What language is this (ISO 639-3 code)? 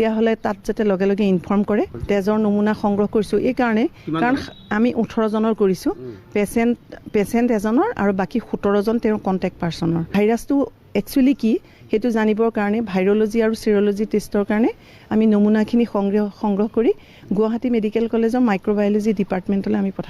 asm